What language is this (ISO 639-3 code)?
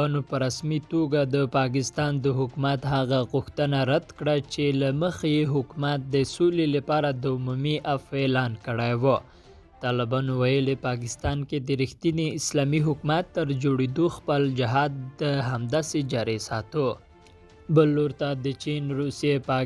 pus